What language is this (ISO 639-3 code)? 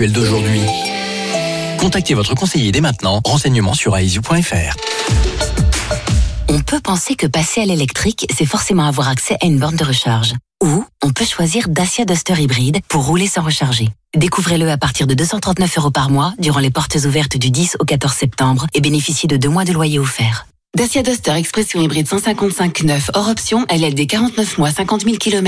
fra